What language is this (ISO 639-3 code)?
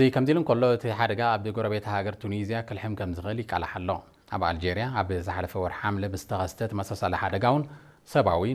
tir